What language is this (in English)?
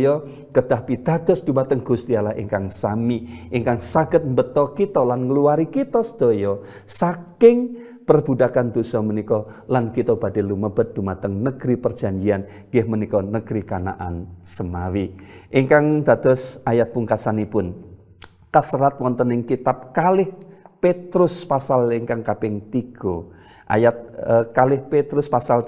Javanese